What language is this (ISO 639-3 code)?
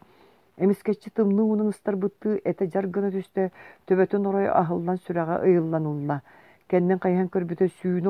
sah